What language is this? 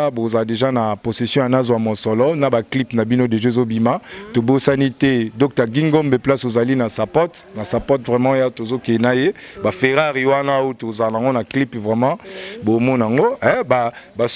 Lingala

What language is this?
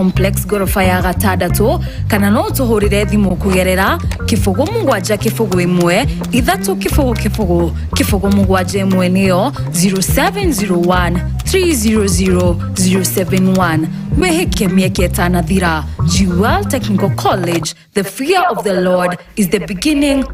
Kikuyu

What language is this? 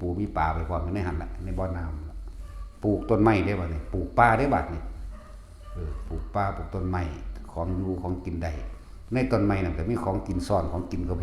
Northeastern Thai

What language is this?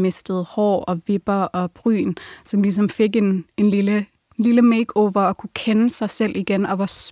Danish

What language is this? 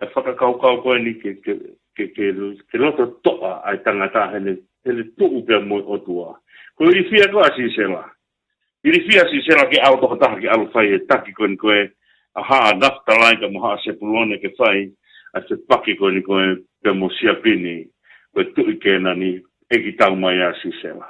Tongan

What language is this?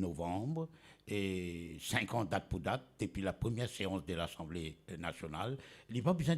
Morisyen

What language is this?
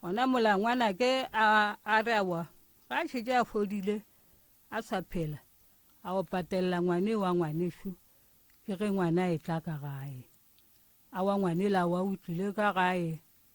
Northern Sotho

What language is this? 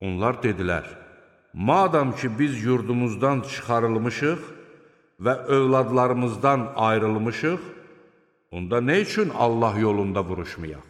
Azerbaijani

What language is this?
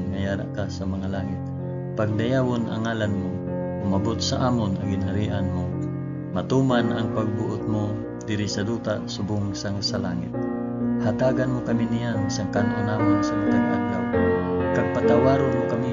Hiligaynon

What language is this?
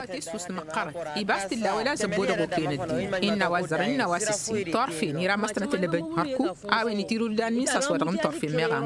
Tamasheq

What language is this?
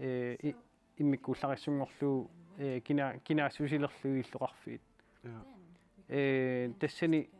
Kalaallisut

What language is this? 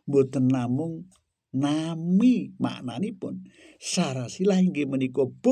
Javanese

